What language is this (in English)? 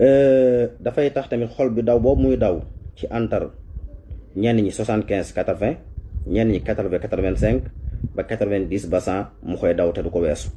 Wolof